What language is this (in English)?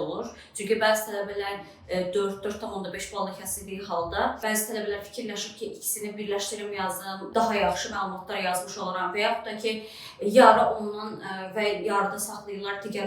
Azerbaijani